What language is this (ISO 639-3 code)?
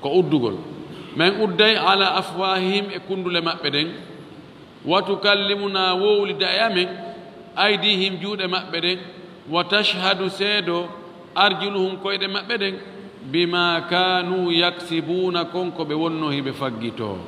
ful